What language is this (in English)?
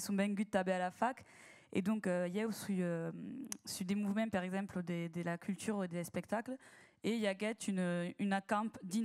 Occitan